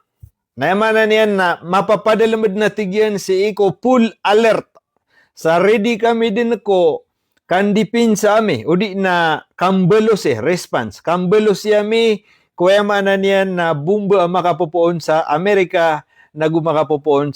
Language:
Maranao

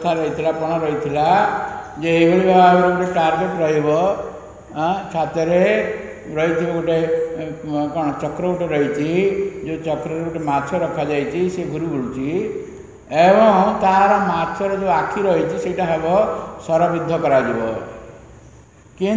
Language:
Odia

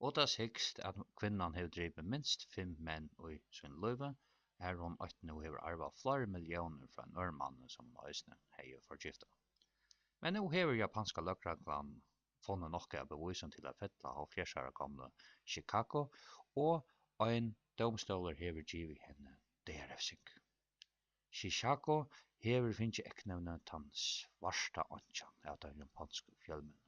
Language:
Faroese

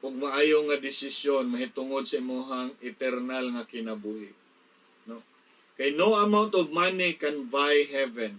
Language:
Cebuano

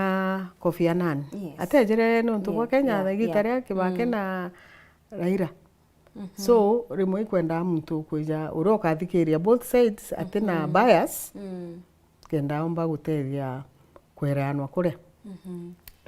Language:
Meru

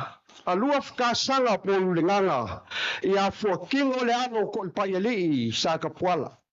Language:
Samoan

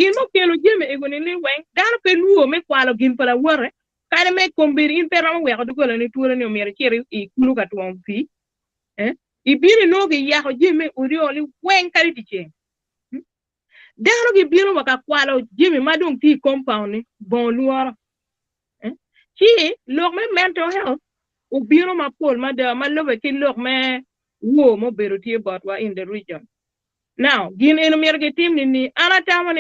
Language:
Acoli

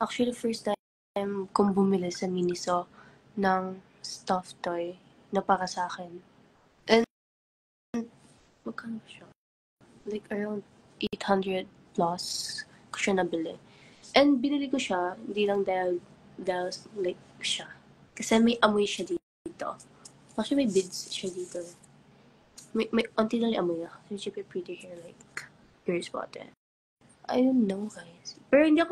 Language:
Filipino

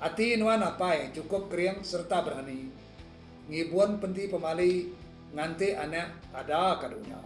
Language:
Iban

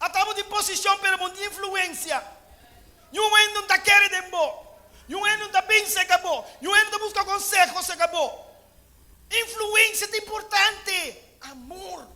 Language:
Papiamento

